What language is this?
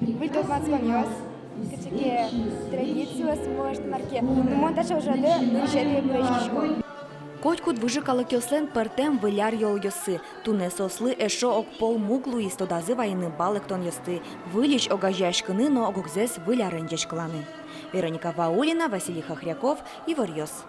Udmurt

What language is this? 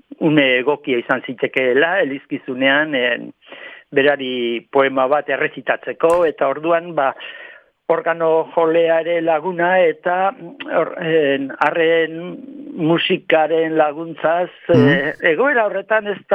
Basque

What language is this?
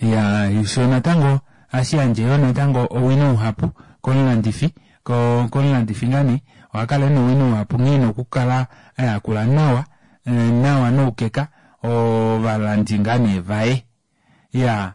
Kuanyama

